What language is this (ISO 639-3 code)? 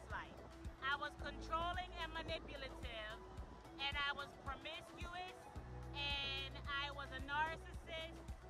eng